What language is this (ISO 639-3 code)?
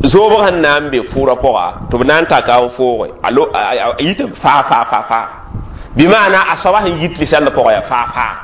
mos